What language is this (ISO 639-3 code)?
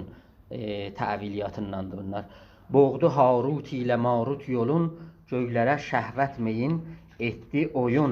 azb